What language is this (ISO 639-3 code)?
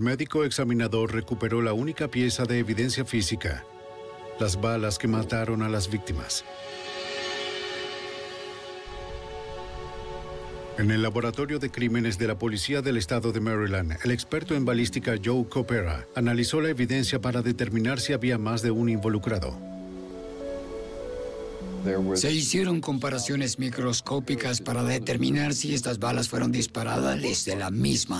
spa